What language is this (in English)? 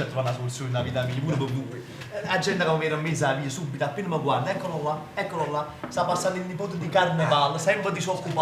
Neapolitan